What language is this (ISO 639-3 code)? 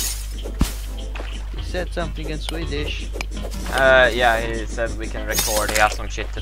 eng